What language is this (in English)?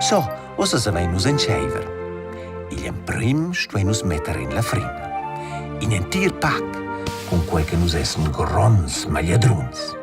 Romansh